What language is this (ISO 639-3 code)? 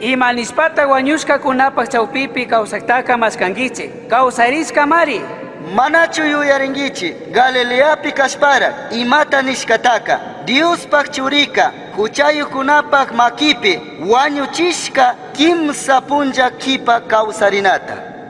qug